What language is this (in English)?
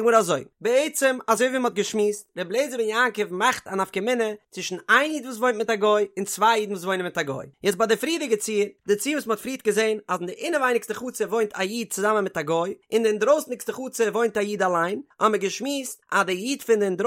Yiddish